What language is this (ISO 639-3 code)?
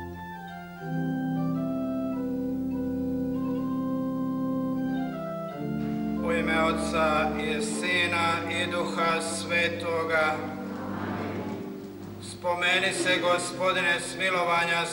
hrv